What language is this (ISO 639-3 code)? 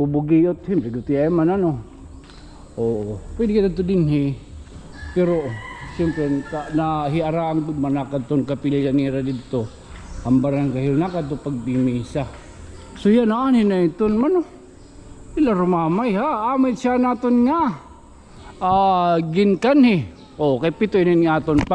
war